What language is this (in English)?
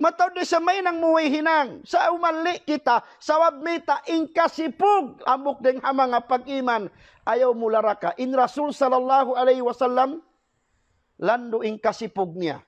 Tausug